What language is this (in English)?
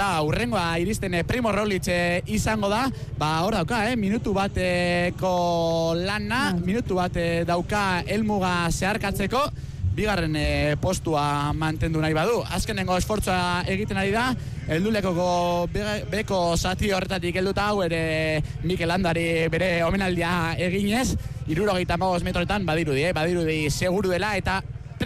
Basque